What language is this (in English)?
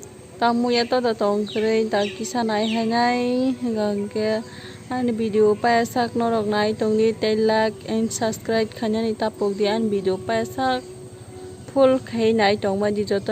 Kok Borok